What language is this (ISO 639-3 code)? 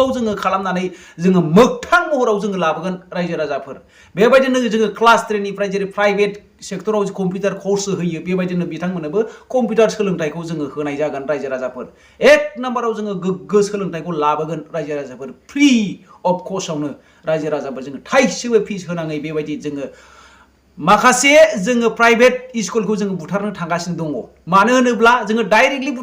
brx